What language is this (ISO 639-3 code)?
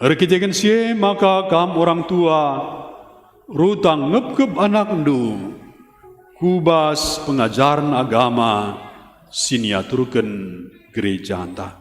btx